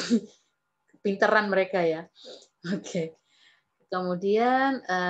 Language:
Indonesian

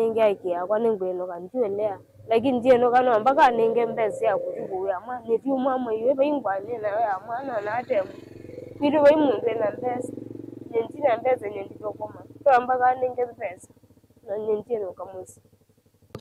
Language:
Kamba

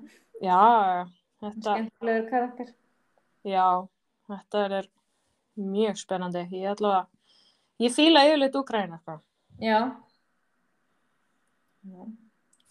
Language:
Icelandic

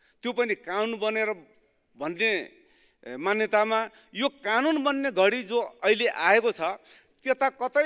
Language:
Nepali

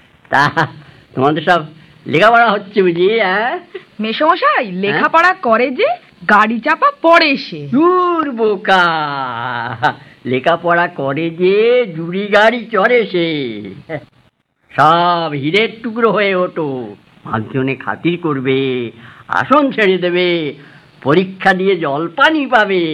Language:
Bangla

